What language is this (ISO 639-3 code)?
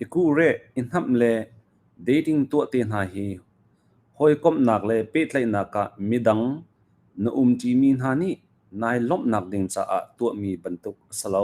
cnh